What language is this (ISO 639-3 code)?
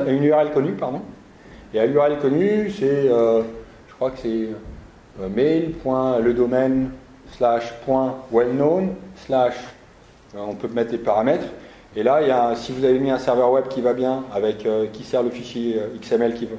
fra